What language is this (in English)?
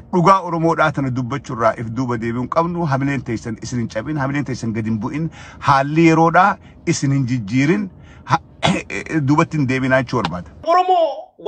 Oromo